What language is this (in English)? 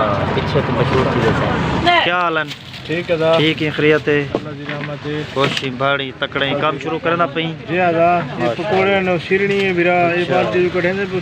Saraiki